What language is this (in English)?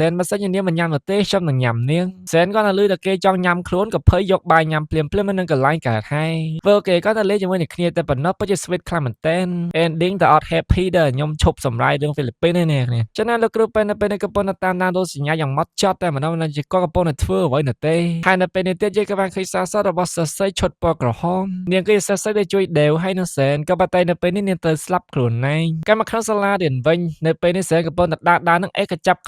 Khmer